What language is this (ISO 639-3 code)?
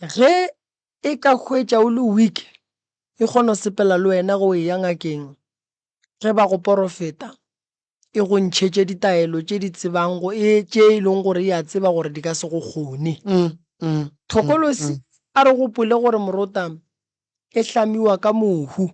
nso